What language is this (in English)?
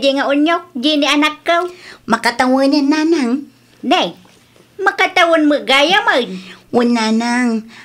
Iloko